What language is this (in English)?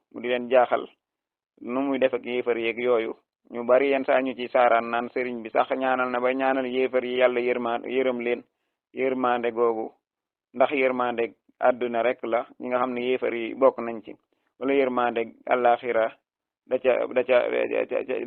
Wolof